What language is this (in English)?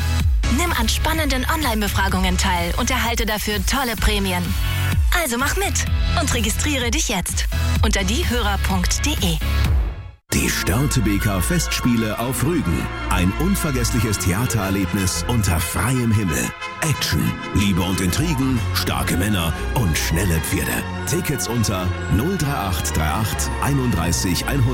German